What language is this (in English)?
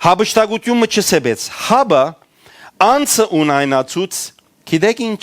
Western Armenian